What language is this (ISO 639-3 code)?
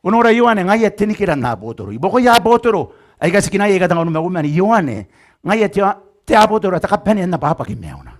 gil